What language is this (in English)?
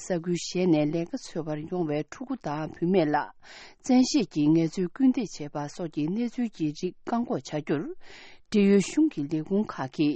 Tibetan